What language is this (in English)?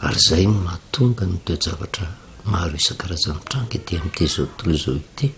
Malagasy